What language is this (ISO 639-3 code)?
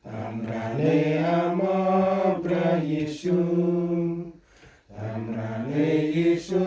cmo